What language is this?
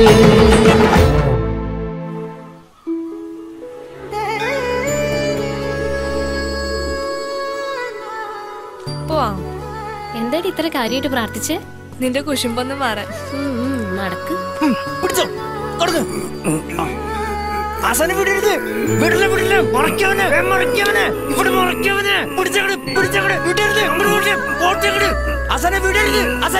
Malayalam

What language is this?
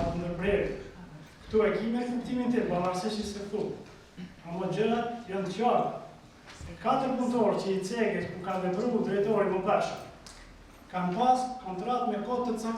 Albanian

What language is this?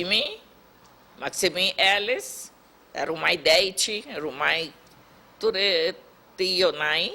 Papiamento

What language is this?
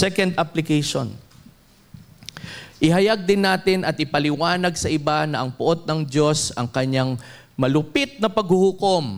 Filipino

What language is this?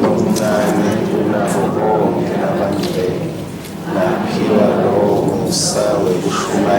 Swati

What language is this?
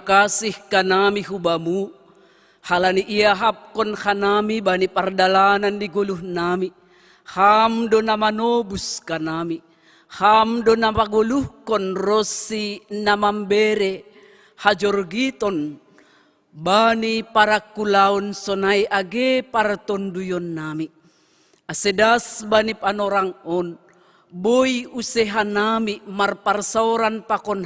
Batak Simalungun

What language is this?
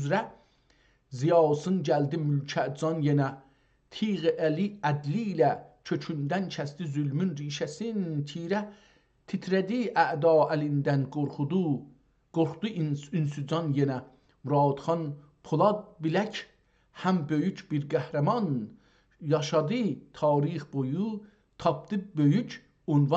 South Azerbaijani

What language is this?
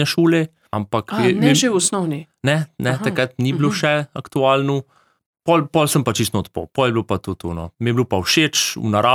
Slovenian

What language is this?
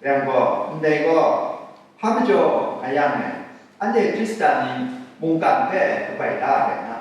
Kachin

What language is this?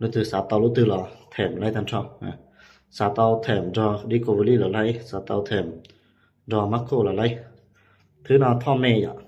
Hmong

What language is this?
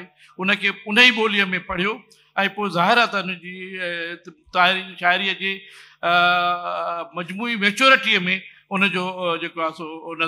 Sindhi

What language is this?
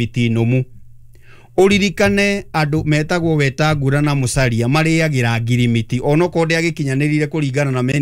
Kikuyu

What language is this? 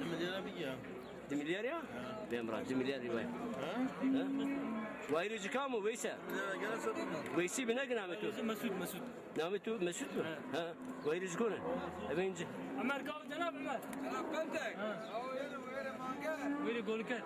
Zaza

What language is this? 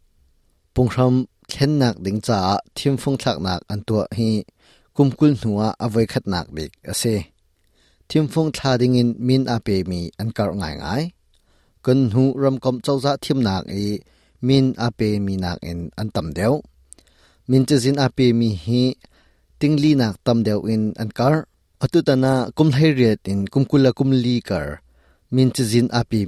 Hakha Chin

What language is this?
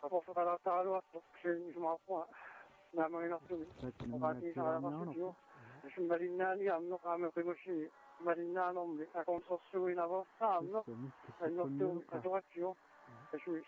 Kalaallisut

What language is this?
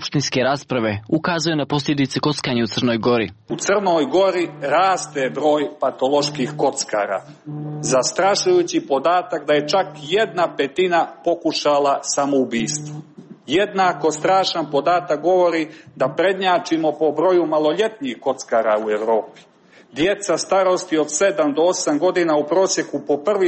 Serbian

